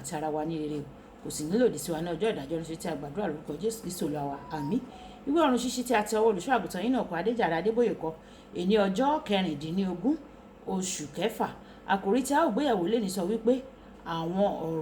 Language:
Yoruba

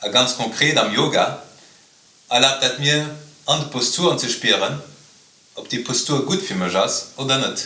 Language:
Luxembourgish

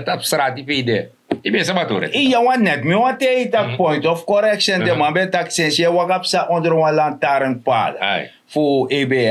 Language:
Sranan Tongo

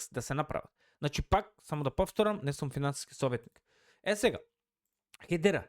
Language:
Macedonian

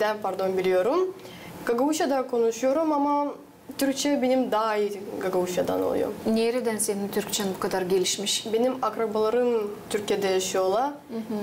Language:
Gagauz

